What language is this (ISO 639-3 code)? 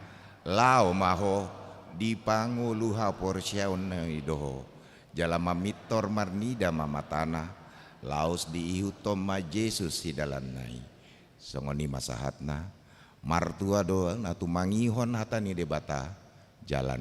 bbc